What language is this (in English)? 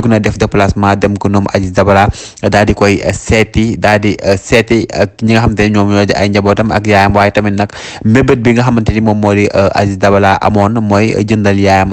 Wolof